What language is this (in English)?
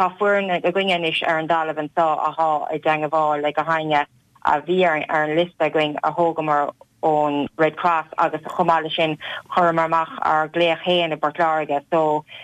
Irish